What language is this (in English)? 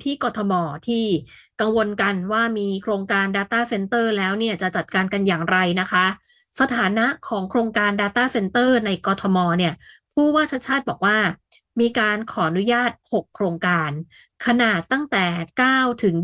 Thai